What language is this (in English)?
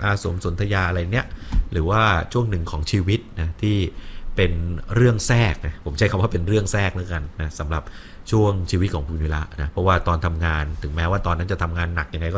Thai